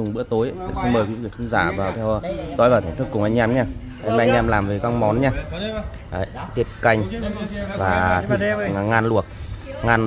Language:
Vietnamese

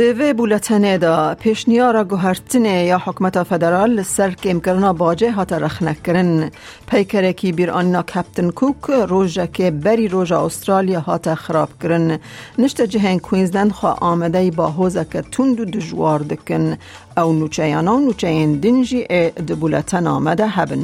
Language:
Kurdish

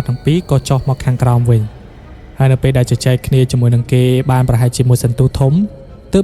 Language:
Khmer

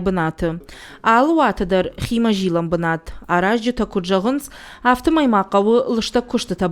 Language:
Ossetic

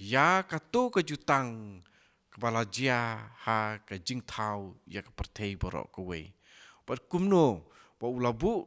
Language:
Khasi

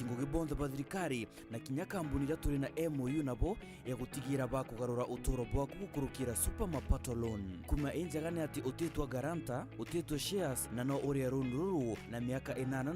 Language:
Meru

